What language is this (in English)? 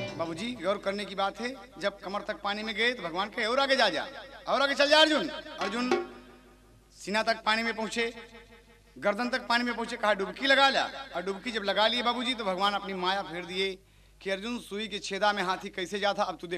Bhojpuri